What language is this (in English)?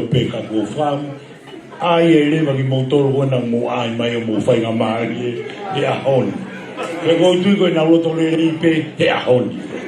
Tongan